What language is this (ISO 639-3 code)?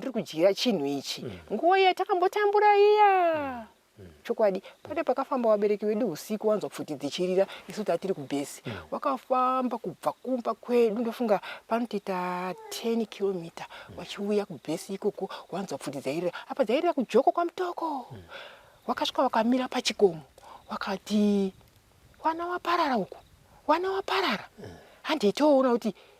sna